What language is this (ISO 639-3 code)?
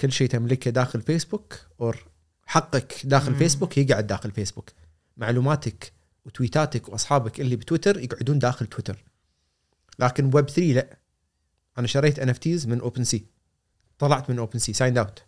afb